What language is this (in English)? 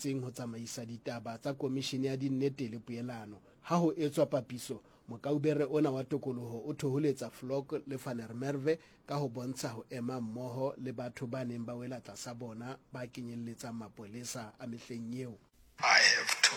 Southern Sotho